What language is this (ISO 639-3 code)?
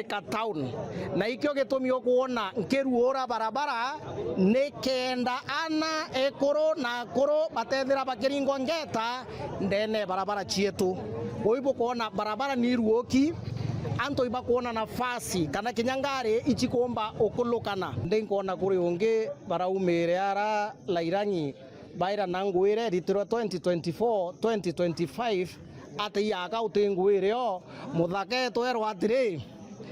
mer